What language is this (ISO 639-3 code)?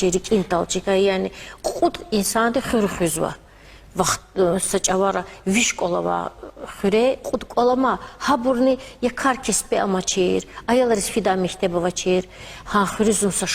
lez